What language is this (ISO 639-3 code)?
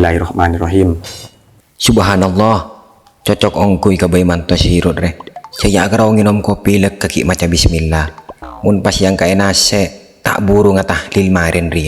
mad